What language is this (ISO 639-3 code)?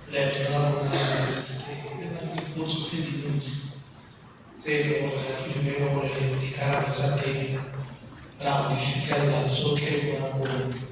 tsn